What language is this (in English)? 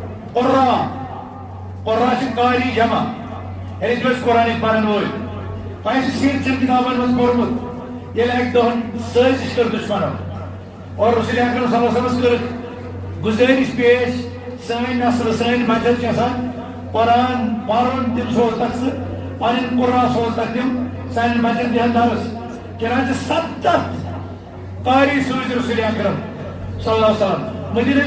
Kashmiri